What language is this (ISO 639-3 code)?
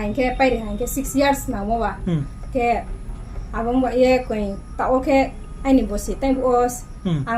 ria